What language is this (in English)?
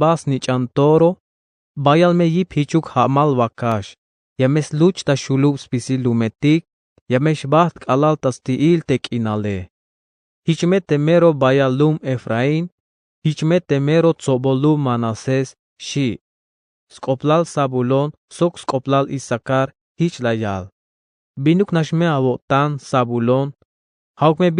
Tzeltal